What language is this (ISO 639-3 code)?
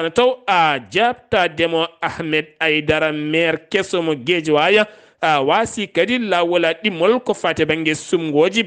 ful